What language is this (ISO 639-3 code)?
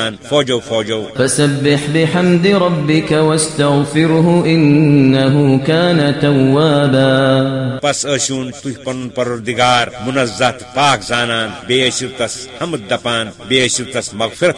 kas